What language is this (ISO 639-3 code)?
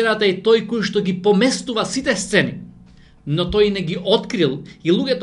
mkd